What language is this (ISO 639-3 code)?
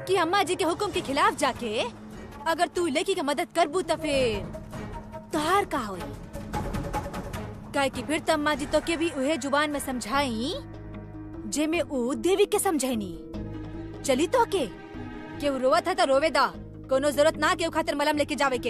bho